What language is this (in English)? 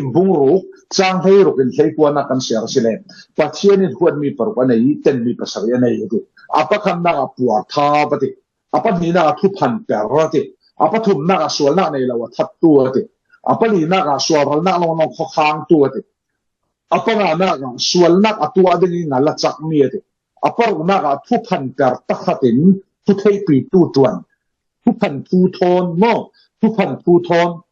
Falam Chin